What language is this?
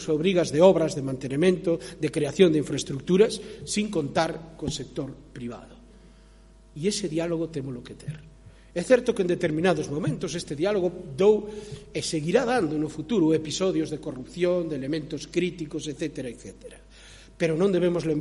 Galician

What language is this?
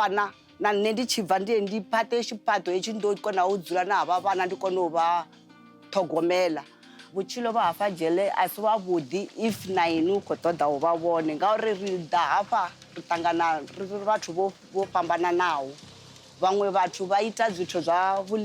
Venda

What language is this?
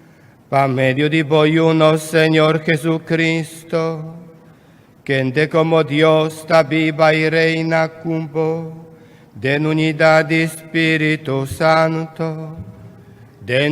Papiamento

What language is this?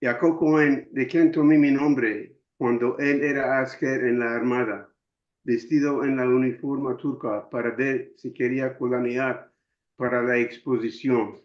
Ladino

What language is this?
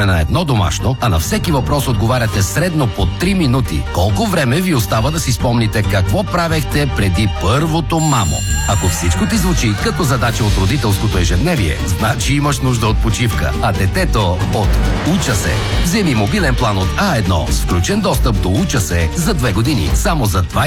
Bulgarian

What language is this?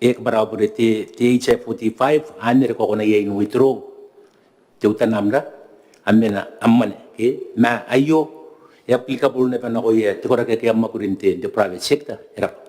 Gilbertese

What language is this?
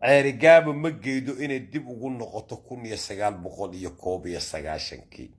Somali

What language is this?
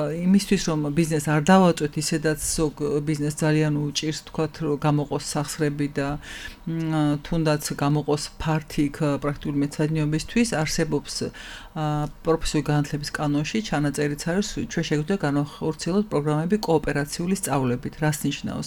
Georgian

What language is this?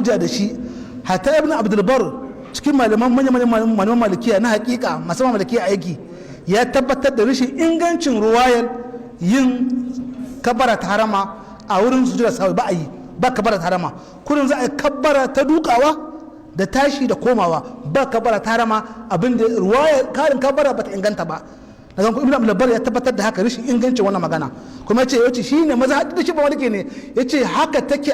Hausa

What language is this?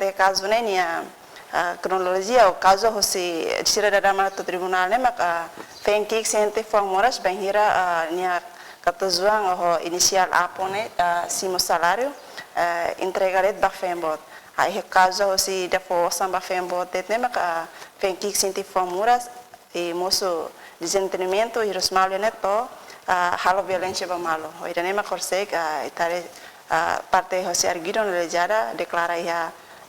Tetum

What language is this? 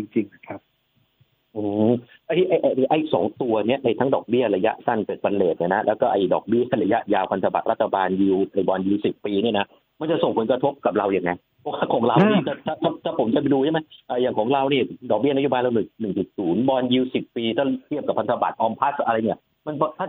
Thai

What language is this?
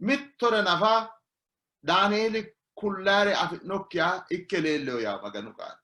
Sidamo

